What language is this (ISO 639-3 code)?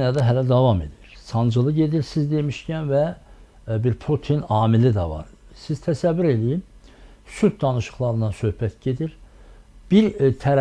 aze